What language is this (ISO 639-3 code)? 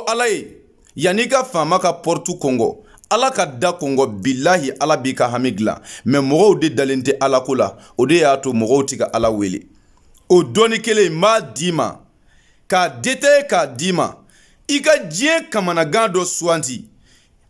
bam